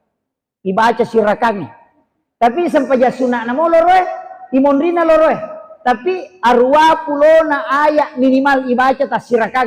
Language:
Buginese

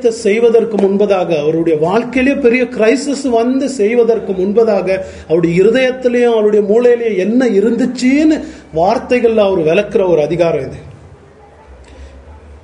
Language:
Tamil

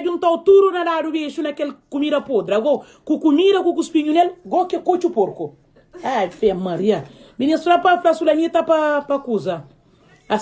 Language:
Kabuverdianu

